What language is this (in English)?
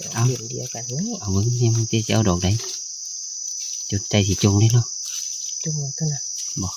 Northeastern Thai